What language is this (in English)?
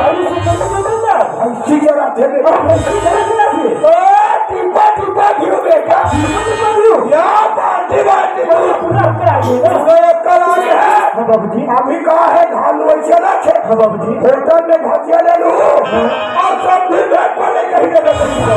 Chhattisgarhi